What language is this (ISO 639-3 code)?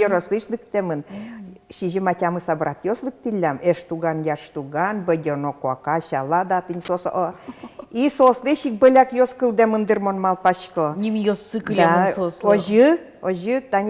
udm